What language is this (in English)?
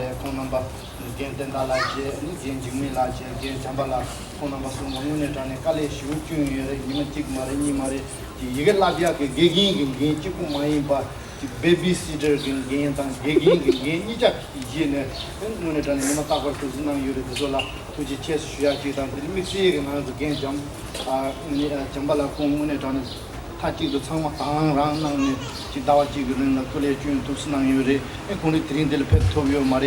Tibetan